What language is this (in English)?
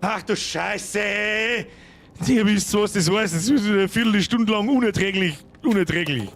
Bavarian